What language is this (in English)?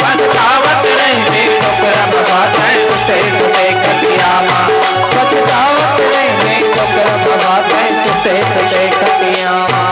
Chhattisgarhi